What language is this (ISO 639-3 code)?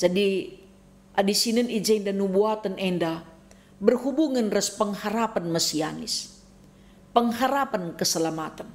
btx